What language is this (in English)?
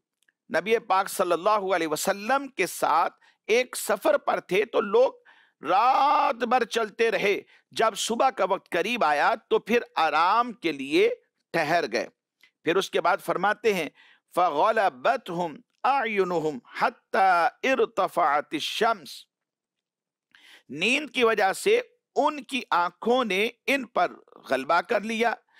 Urdu